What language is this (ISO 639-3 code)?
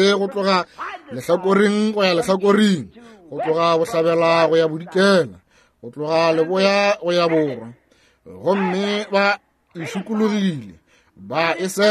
nso